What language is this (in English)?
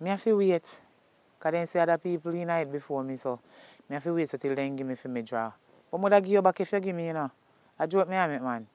Jamaican Creole English